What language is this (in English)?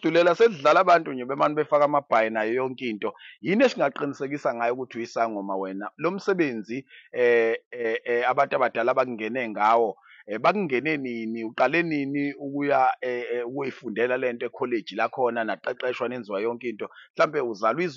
Zulu